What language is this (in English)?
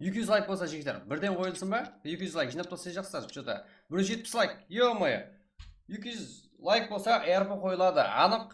Kara-Kalpak